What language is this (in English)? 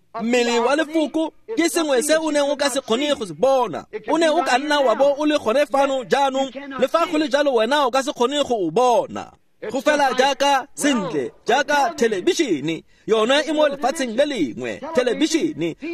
Tswana